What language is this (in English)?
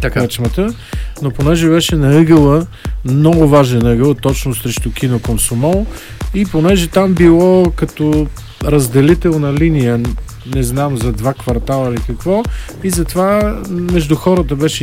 Bulgarian